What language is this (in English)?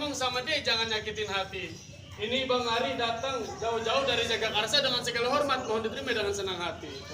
Betawi